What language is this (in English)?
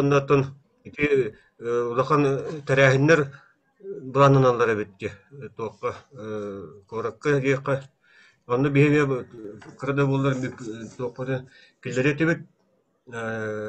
Yakut